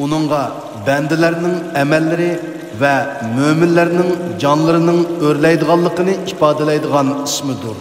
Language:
Uyghur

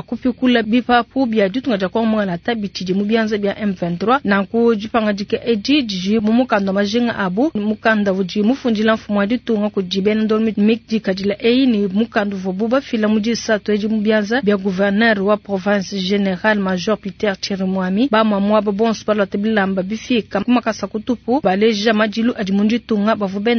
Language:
Luba-Lulua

